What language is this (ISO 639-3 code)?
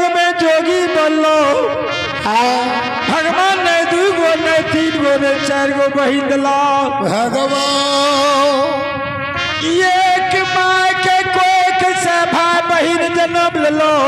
mai